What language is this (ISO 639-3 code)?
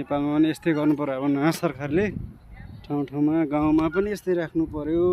nep